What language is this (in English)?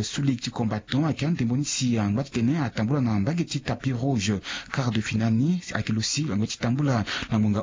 Sango